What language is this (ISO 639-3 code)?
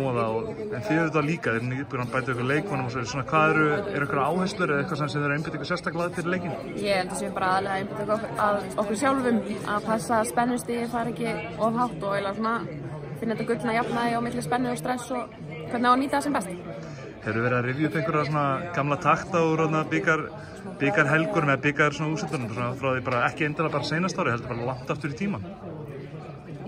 isl